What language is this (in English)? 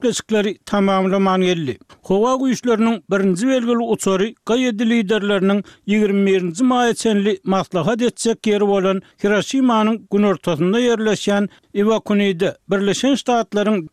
Turkmen